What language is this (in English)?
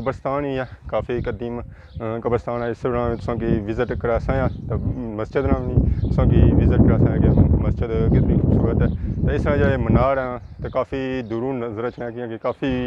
Pahari-Potwari